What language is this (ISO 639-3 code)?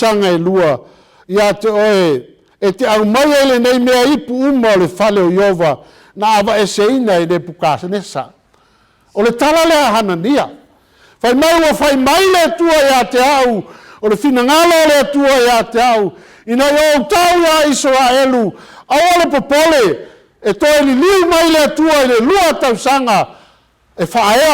smo